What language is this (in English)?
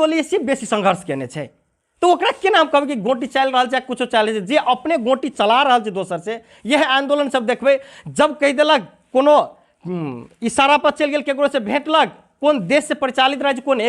Maithili